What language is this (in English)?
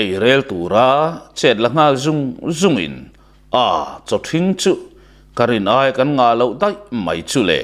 Mizo